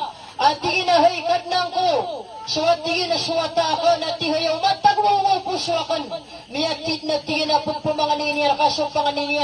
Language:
Maranao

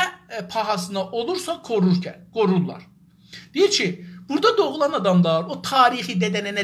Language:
South Azerbaijani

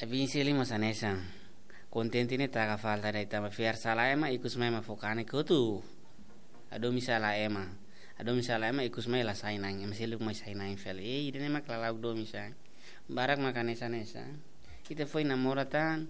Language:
Tetum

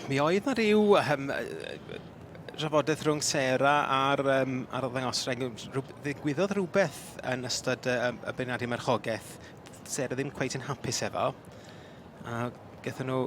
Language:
Welsh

